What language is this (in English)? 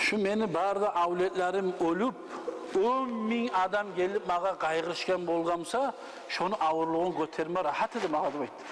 Kumyk